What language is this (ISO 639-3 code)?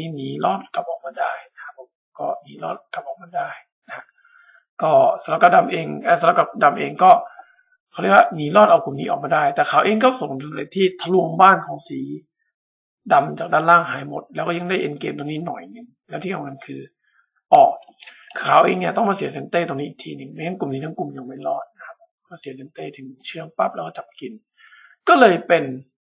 tha